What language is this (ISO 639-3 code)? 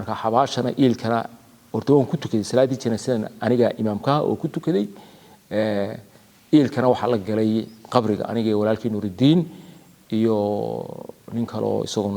som